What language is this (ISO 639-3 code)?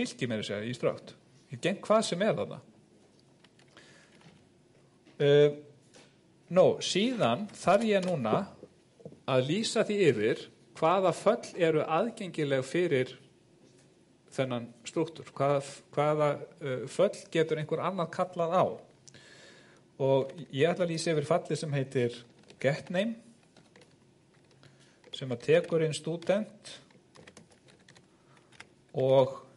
isl